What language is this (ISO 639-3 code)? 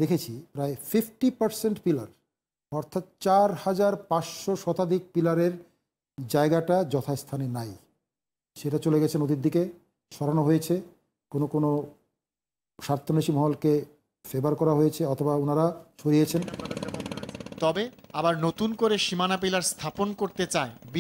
ben